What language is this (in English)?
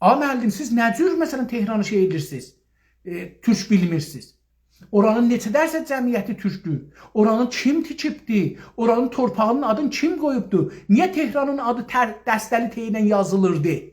South Azerbaijani